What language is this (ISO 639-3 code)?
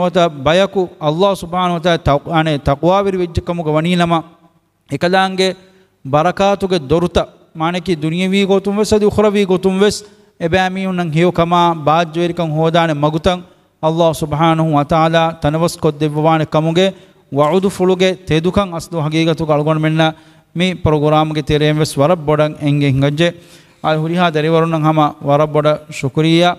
div